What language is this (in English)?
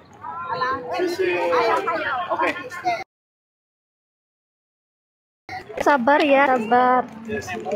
Indonesian